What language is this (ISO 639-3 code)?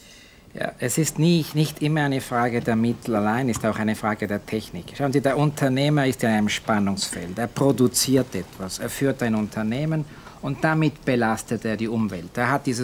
deu